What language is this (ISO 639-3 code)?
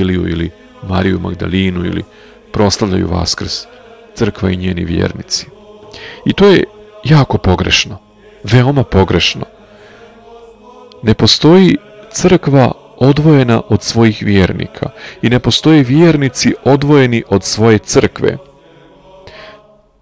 srp